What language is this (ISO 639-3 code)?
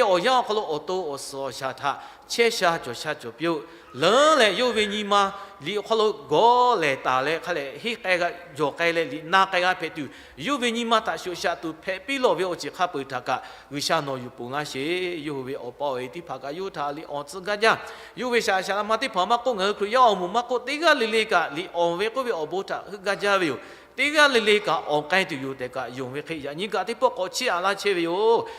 lhu